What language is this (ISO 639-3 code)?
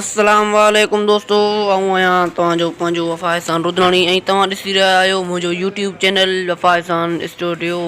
snd